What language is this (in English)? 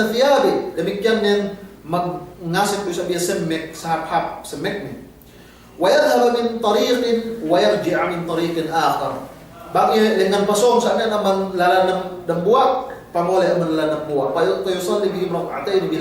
Yakan